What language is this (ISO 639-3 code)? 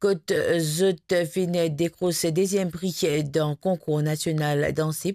mfe